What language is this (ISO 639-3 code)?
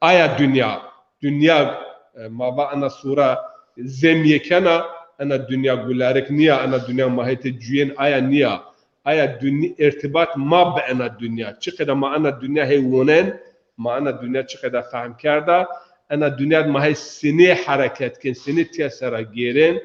zza